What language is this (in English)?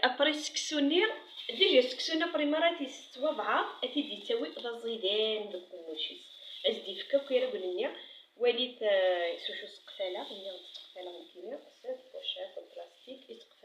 Kabyle